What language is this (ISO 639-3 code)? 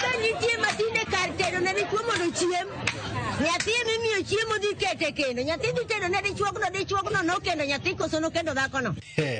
luo